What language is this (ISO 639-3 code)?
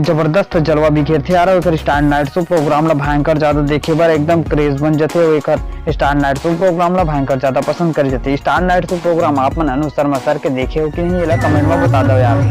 hne